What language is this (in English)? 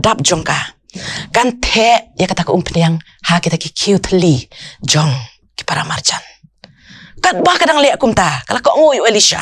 Khasi